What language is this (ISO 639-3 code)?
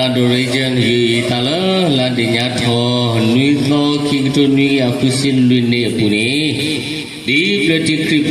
ksw